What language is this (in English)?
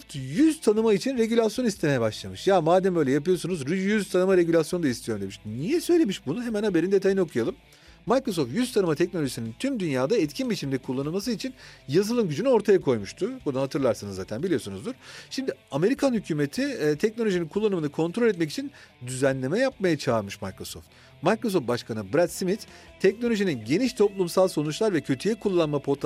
Turkish